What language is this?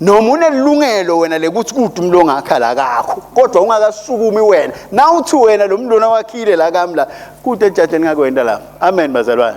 Swati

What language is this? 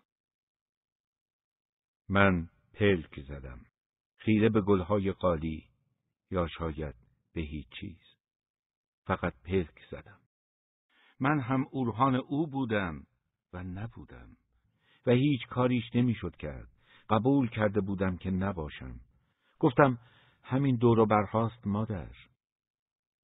Persian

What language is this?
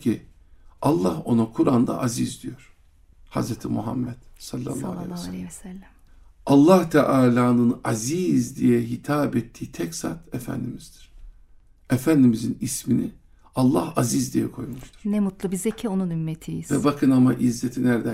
Turkish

